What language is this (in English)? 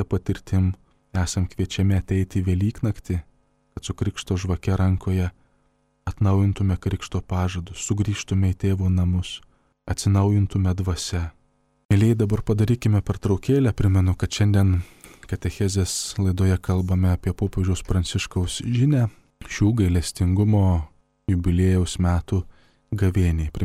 Lithuanian